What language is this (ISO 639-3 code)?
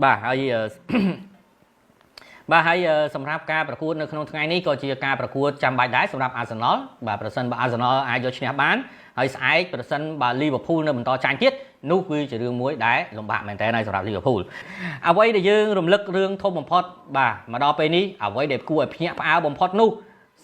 khm